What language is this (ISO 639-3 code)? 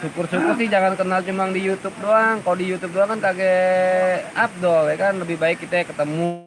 bew